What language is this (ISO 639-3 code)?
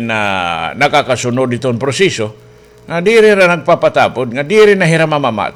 war